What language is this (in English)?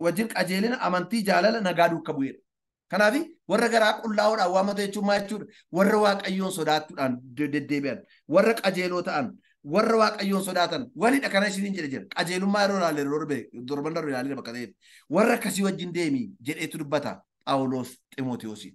Oromo